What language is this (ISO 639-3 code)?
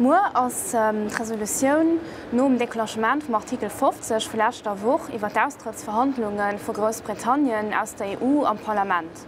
ltz